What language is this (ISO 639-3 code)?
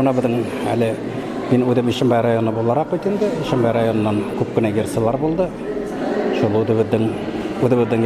bak